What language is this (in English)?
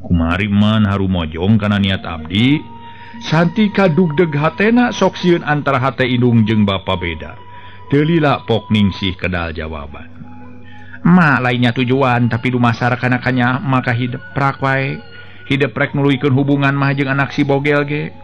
Sundanese